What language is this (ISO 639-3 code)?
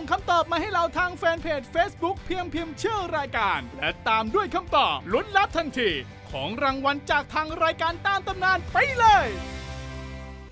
tha